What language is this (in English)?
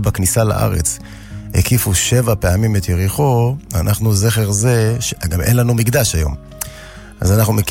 Hebrew